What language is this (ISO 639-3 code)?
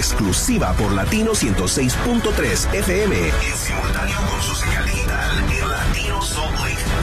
spa